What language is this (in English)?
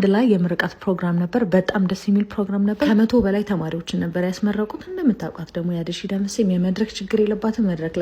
Amharic